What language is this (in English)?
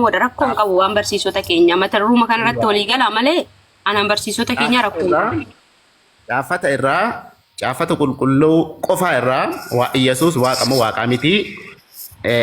Oromo